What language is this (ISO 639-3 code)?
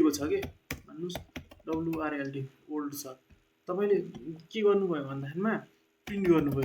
nep